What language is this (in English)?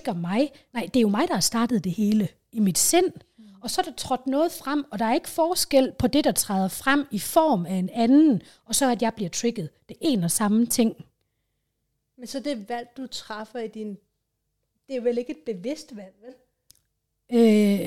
Danish